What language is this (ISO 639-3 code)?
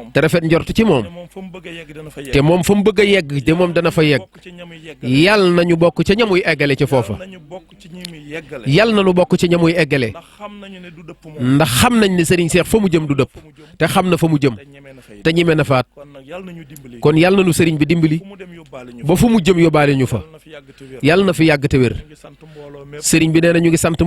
wol